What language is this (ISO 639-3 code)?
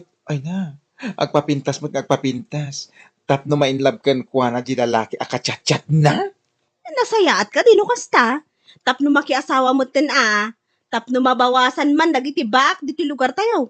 ilo